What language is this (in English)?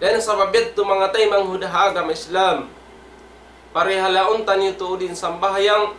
Tausug